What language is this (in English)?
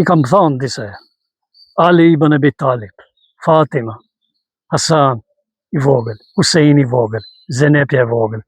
Albanian